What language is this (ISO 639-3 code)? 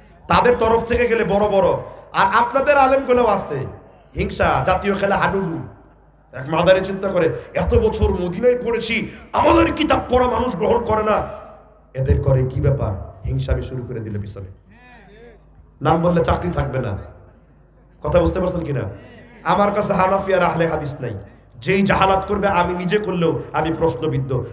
ben